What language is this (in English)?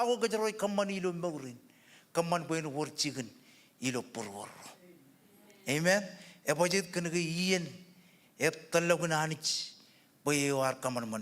Marshallese